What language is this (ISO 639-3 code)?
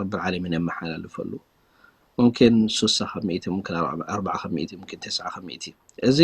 tir